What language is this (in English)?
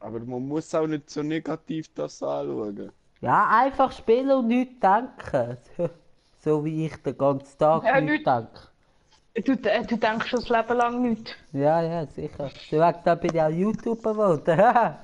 Swiss German